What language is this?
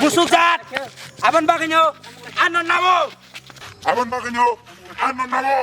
Kok Borok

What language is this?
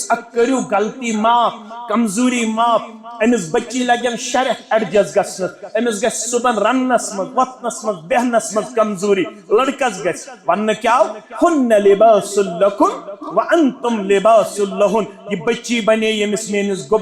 Kashmiri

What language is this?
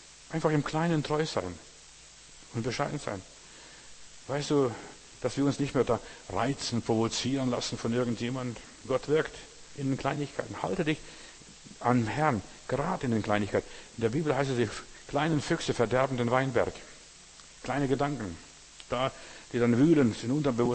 German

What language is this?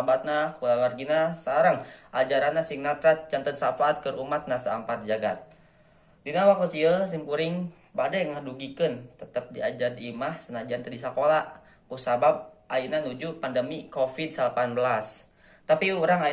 Sundanese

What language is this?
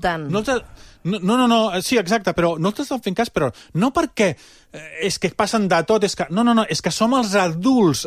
Catalan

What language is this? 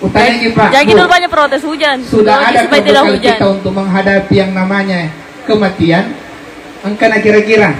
Buginese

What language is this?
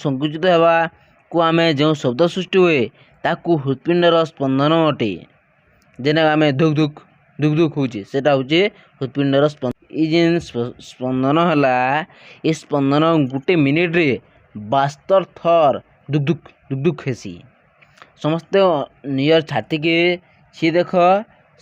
Odia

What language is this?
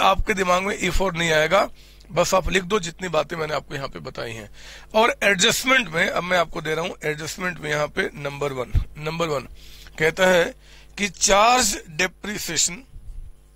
Hindi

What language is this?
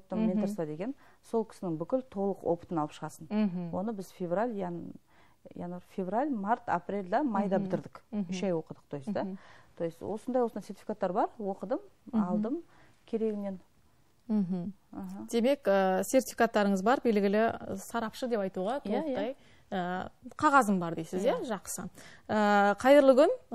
Kazakh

